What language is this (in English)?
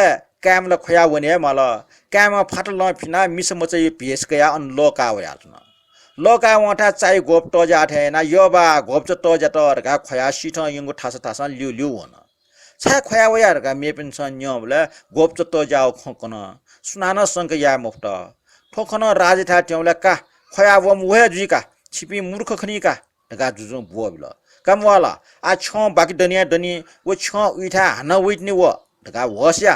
Newari